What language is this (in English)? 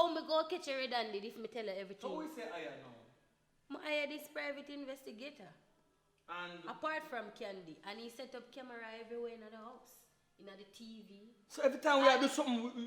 Jamaican Creole English